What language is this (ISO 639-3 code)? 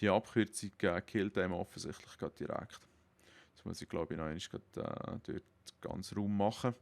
gsw